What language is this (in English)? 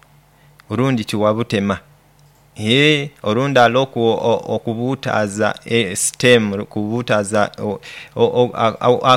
Nyoro